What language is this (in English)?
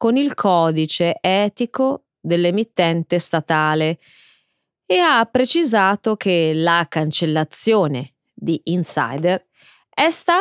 Italian